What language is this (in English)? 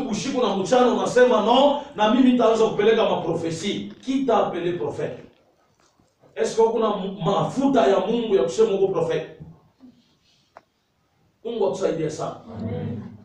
Swahili